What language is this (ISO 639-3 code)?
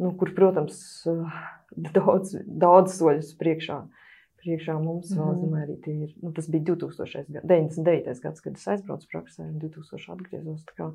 lav